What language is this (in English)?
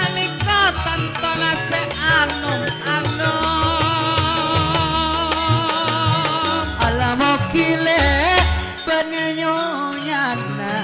Madurese